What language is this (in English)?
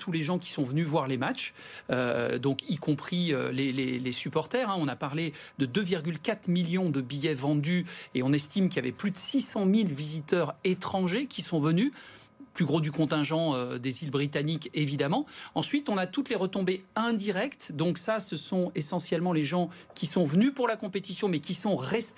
French